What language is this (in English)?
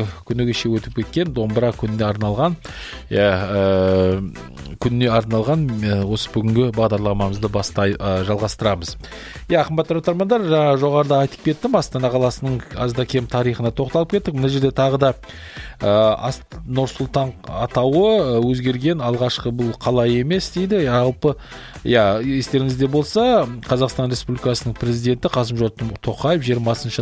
Kazakh